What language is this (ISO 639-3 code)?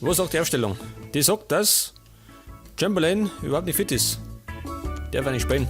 bar